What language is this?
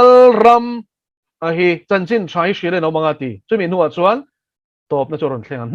Mizo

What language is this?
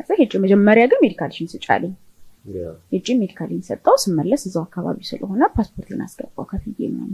Amharic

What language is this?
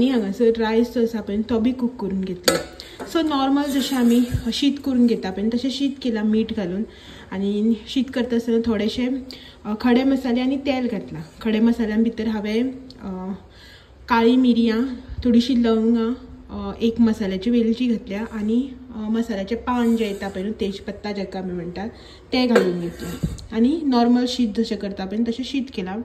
Konkani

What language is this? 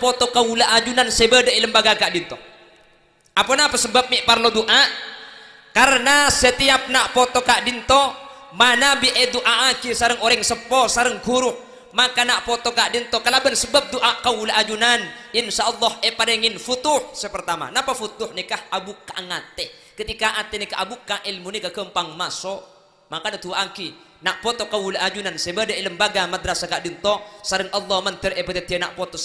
Madurese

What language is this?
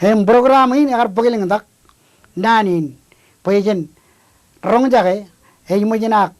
Marshallese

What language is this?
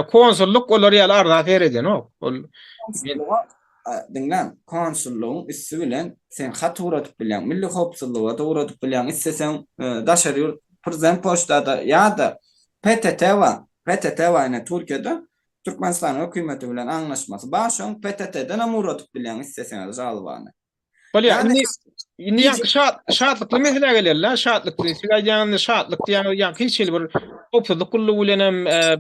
Turkmen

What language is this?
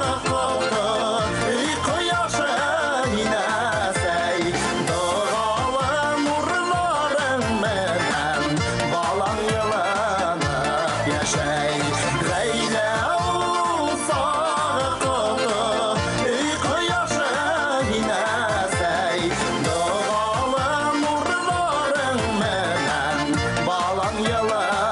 Bashkir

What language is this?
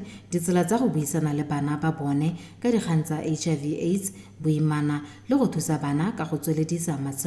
Tswana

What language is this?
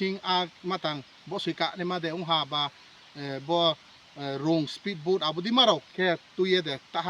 Kok Borok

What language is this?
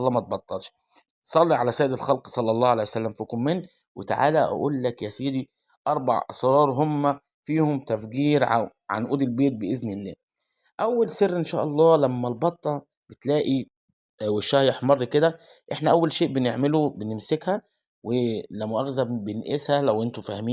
Egyptian Arabic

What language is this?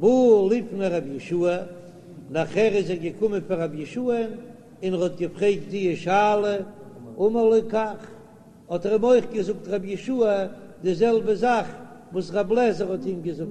Yiddish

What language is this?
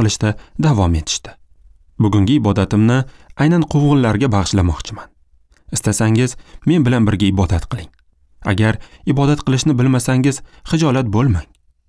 Uzbek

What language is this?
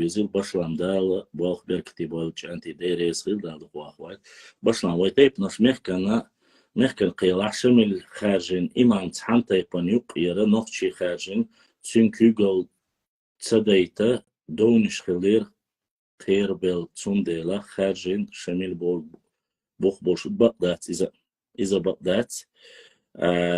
Chechen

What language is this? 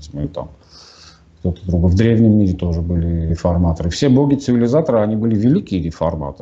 Russian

